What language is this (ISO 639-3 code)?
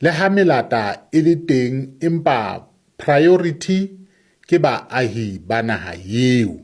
sot